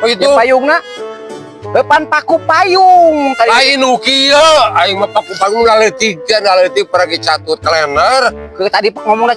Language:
Sundanese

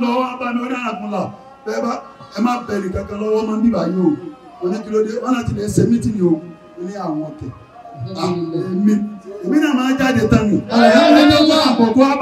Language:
Yoruba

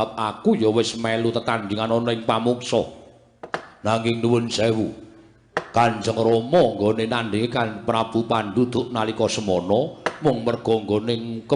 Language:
Javanese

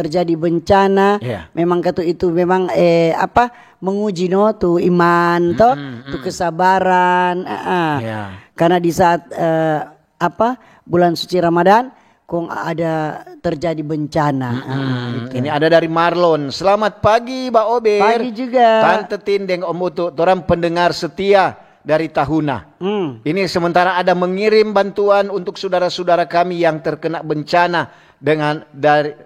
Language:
Manado Malay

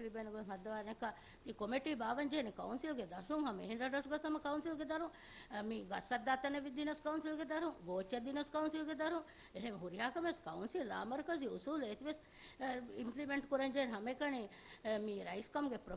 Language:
Divehi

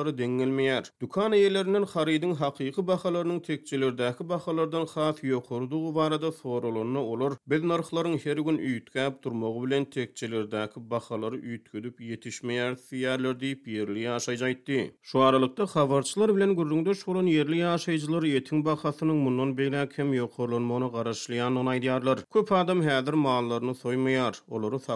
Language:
Turkmen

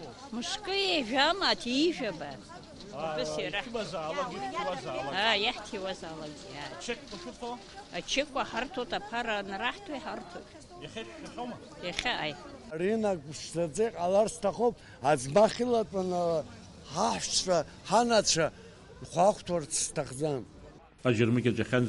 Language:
Abkhazian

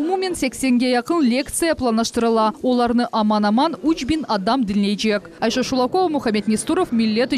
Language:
Crimean Tatar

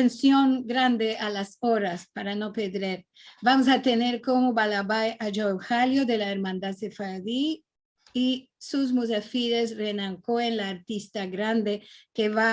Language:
Ladino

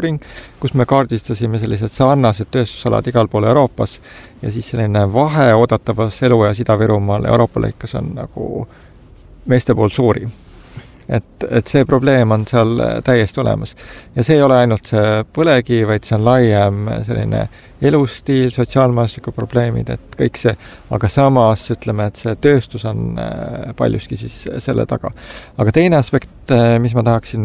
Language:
Estonian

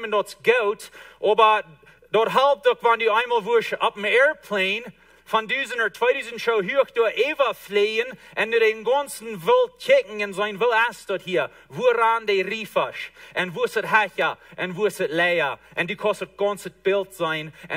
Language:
Plautdietsch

